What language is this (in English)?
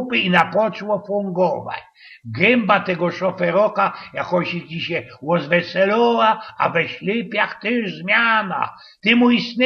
Silesian